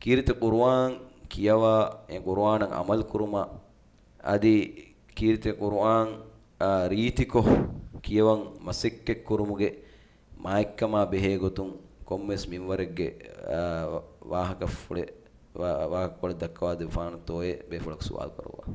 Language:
Divehi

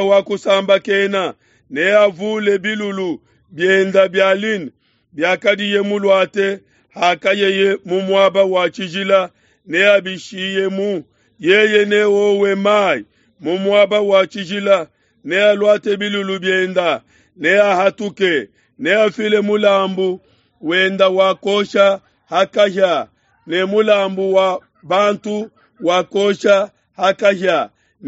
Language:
Luba-Lulua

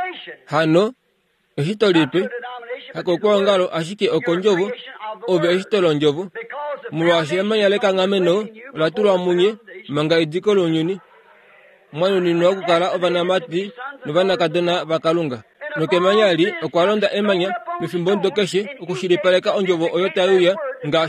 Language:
Kuanyama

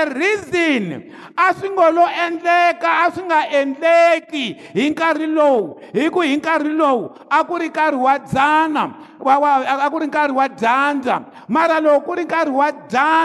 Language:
Tsonga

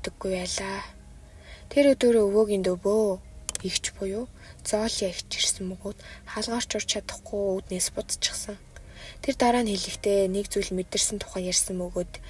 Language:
Mongolian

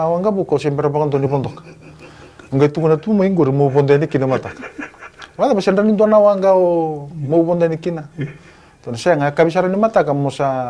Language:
Fijian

